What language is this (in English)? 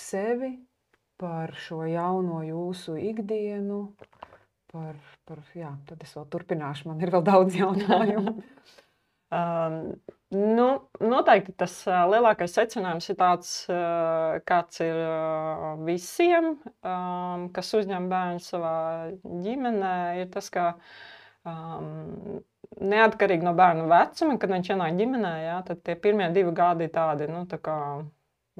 Latvian